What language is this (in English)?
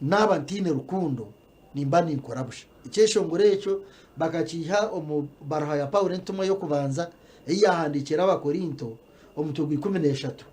Nyankole